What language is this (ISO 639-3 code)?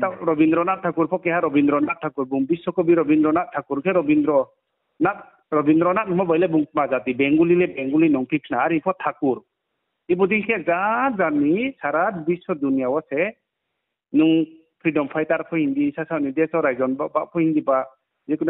ria